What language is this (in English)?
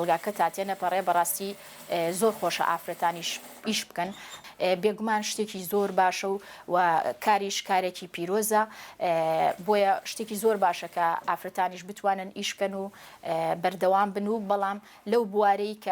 Central Kurdish